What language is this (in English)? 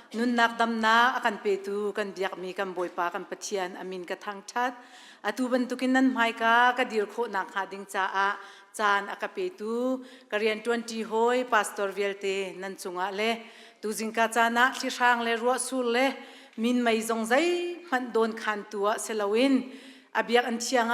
Hakha Chin